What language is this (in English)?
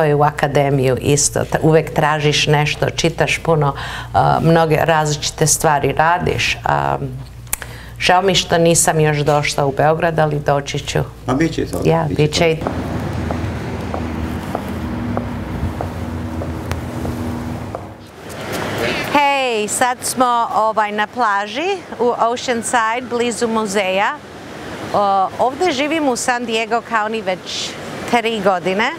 Serbian